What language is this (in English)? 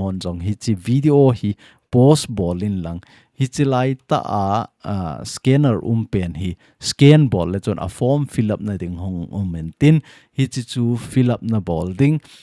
Thado Chin